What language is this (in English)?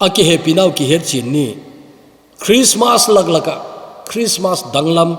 Thado Chin